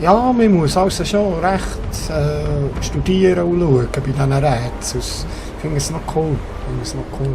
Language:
Swiss German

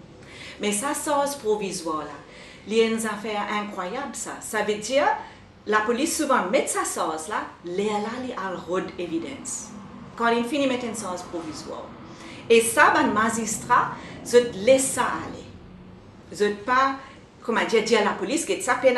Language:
Morisyen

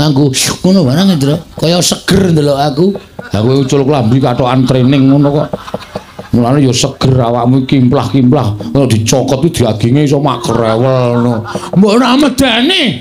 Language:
Javanese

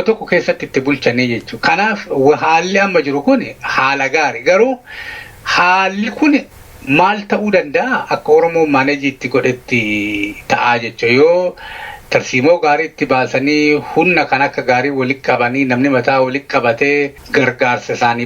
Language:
Oromo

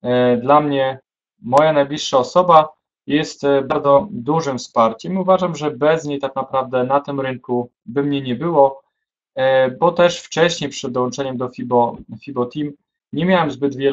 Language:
Polish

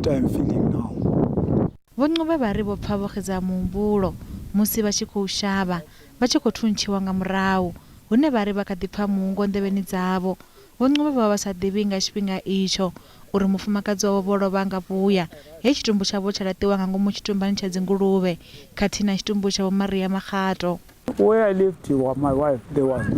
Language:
Venda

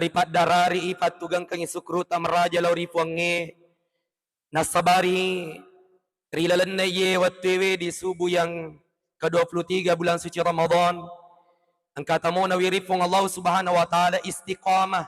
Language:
Buginese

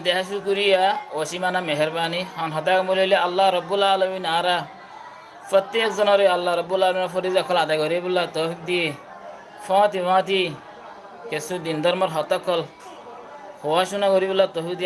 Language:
Rohingya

